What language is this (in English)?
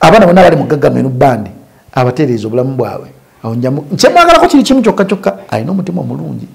Ganda